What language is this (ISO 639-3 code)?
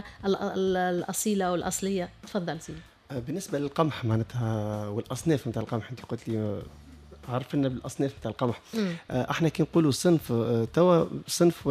aeb